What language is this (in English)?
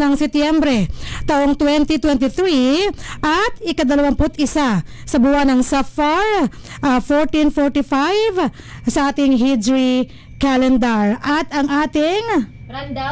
Filipino